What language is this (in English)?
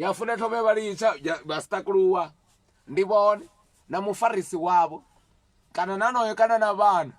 Venda